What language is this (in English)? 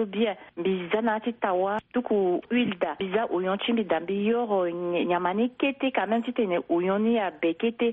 Sango